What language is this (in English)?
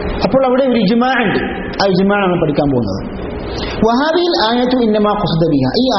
Malayalam